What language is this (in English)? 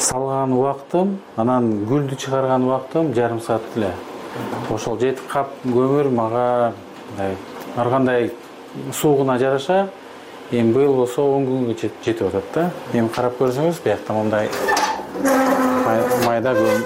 Kyrgyz